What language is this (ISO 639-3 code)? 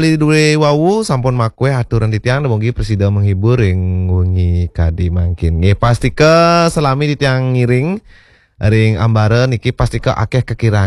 ban